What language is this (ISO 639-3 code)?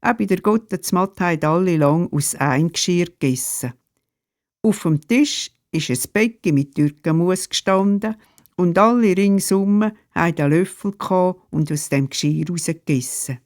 gsw